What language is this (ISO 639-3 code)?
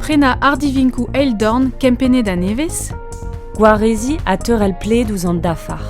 bre